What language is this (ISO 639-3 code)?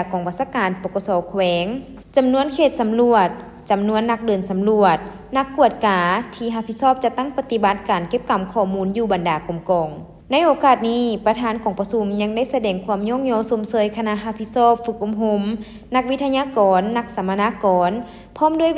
lao